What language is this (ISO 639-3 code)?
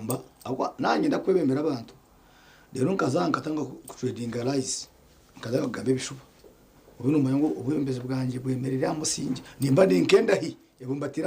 nyn